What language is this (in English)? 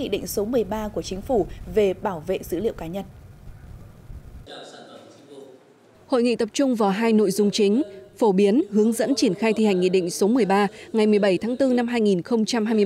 Vietnamese